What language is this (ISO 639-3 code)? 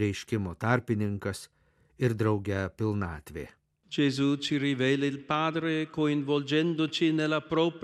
lit